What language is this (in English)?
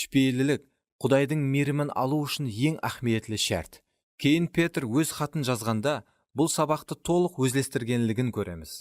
Kara-Kalpak